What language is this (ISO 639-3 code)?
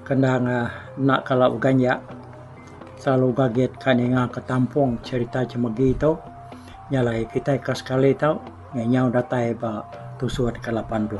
iba